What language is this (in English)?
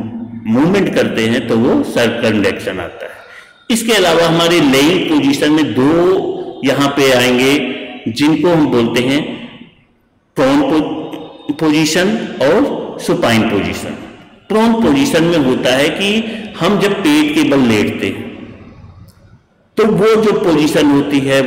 Hindi